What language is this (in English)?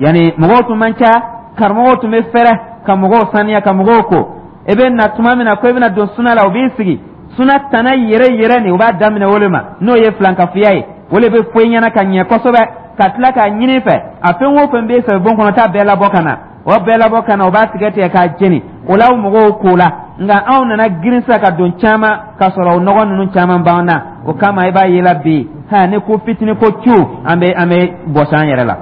Dyula